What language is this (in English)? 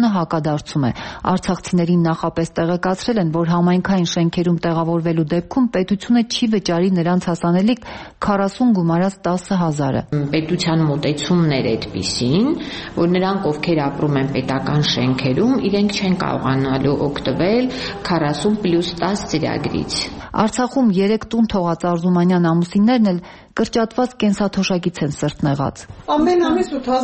Armenian